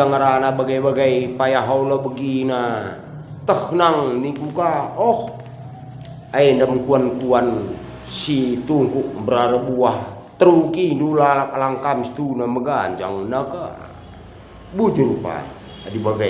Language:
Batak Karo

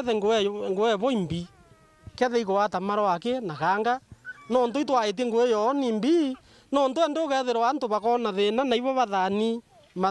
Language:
Meru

